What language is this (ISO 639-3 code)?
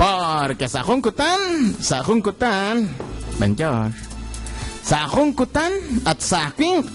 kek